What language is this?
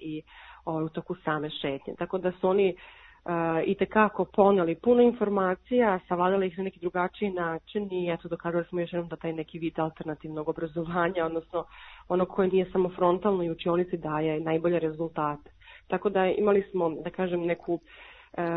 Serbian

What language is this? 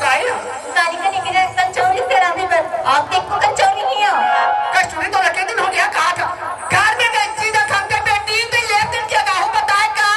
Chhattisgarhi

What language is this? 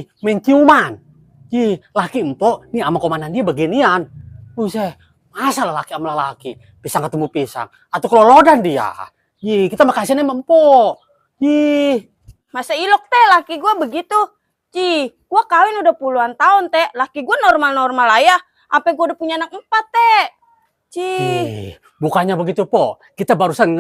Betawi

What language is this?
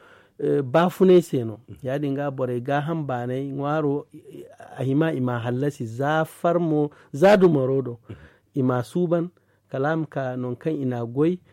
Zarma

